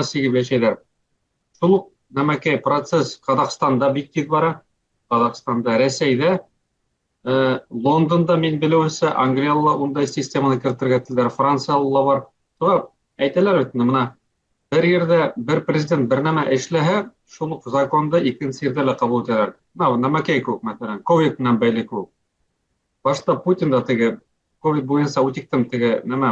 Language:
Bashkir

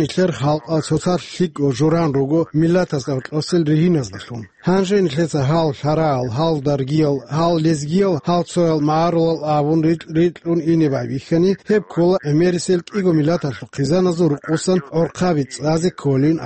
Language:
Avaric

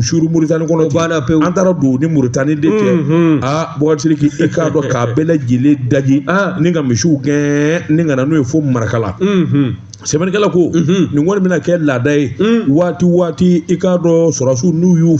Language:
Bambara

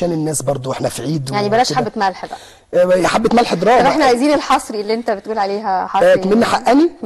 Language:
Egyptian Arabic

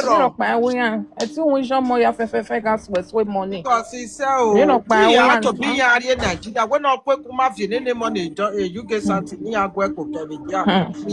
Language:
Nigerian Pidgin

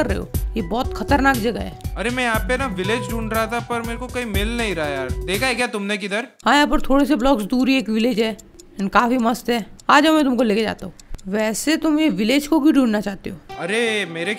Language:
Hindi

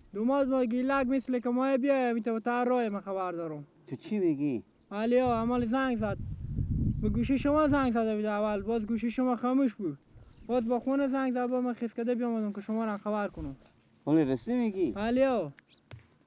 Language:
Persian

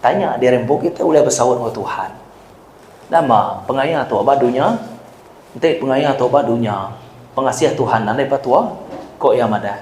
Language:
Iban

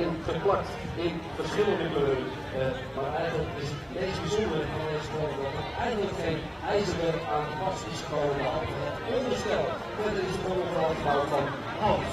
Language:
Western Frisian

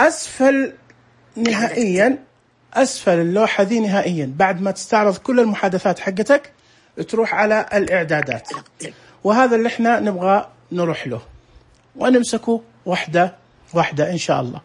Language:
Najdi Arabic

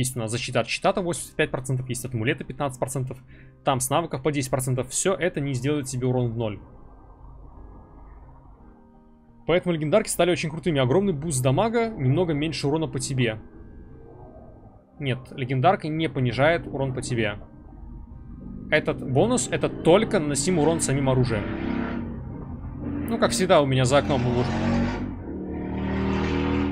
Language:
Russian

